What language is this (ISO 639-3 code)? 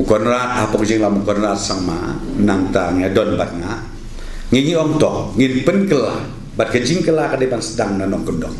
kha